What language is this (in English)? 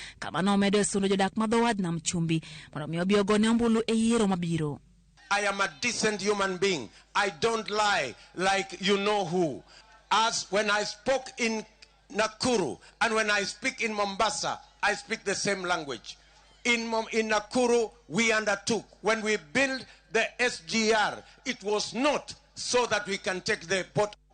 Luo (Kenya and Tanzania)